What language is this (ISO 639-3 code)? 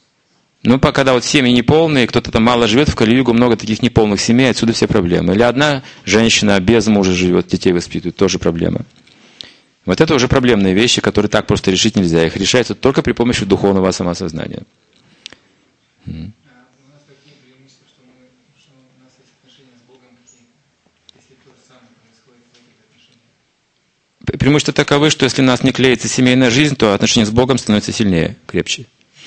rus